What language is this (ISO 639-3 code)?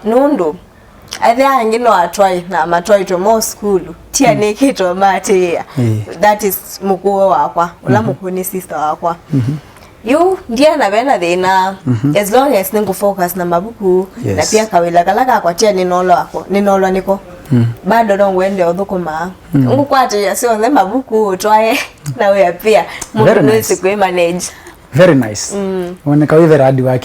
kam